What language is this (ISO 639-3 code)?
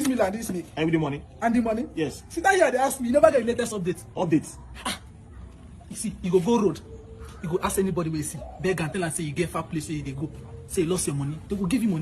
pcm